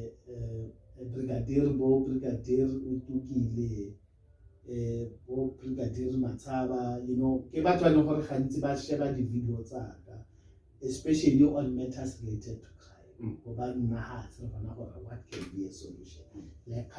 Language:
Tswana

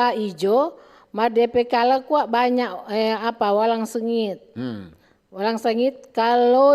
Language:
Manado Malay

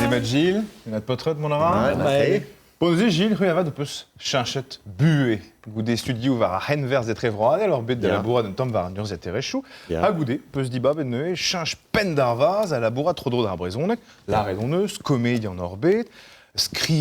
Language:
Breton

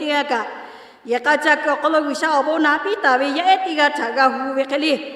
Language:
Lahu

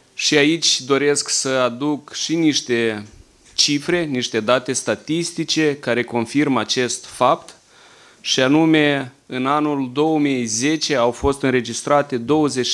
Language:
Romanian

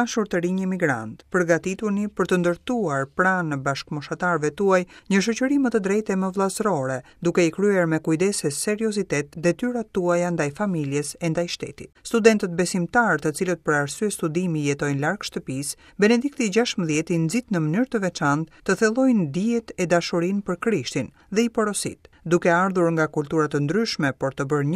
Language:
Albanian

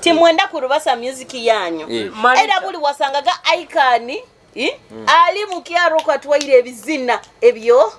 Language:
Nyoro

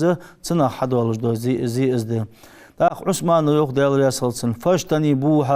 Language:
Ingush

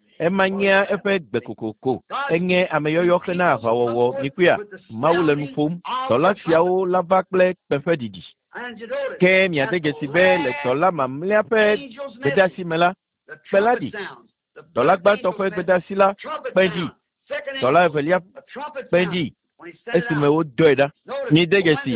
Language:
Ewe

